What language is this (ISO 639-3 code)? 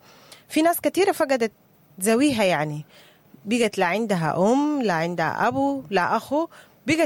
apd